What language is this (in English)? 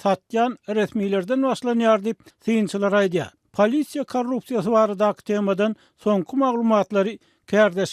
Turkmen